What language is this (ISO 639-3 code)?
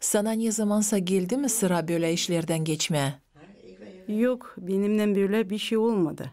gag